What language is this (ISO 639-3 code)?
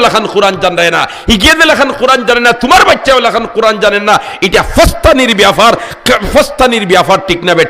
syl